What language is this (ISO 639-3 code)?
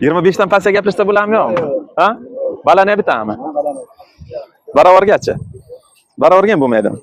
uzb